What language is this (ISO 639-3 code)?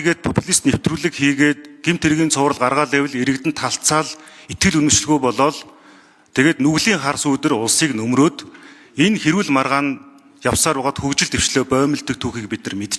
mon